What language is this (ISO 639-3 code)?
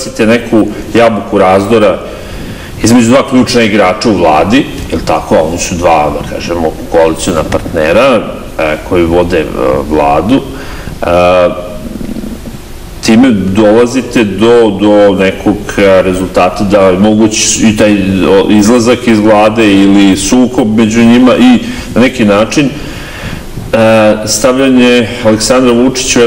srp